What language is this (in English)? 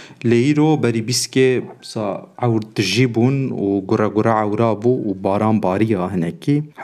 Kurdish